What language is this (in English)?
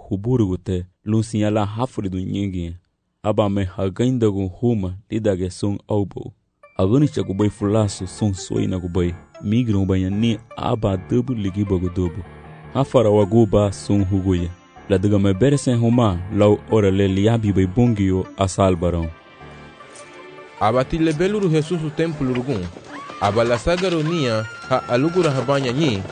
Garifuna